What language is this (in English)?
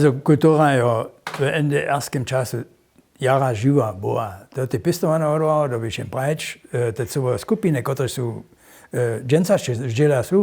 Upper Sorbian